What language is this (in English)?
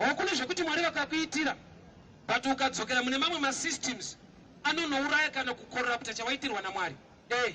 Shona